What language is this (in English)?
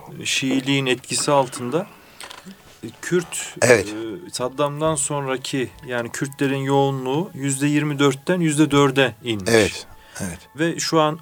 Turkish